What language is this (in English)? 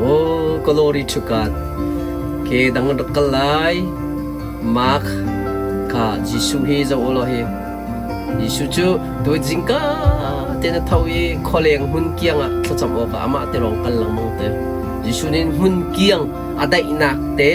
Hakha Chin